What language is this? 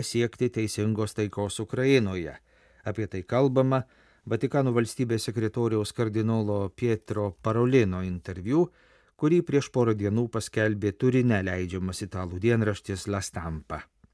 Lithuanian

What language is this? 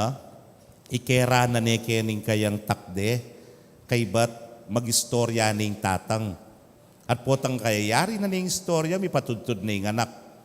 Pampanga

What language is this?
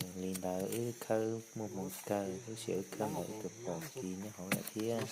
Hmong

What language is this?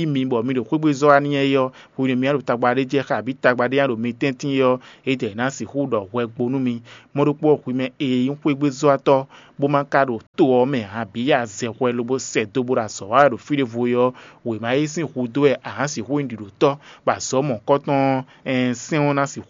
Fon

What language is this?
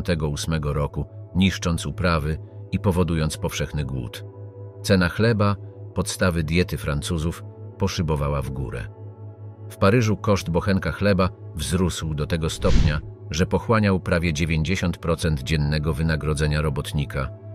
Polish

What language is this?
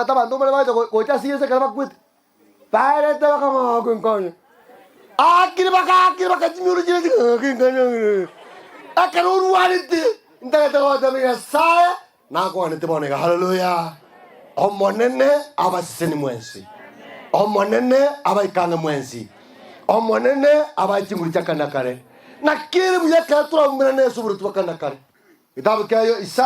Gusii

